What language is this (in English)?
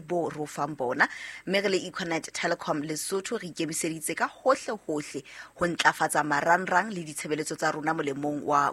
Southern Sotho